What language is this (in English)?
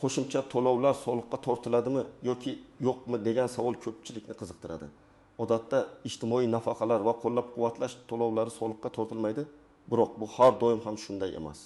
Uzbek